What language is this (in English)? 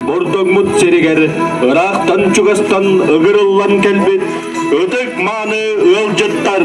Yakut